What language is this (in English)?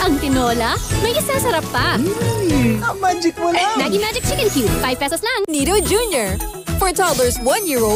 Filipino